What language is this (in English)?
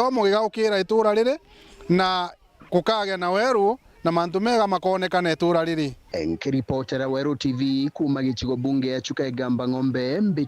Meru